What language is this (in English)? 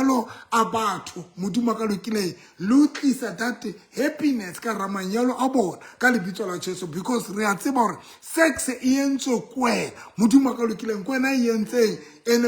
Southern Sotho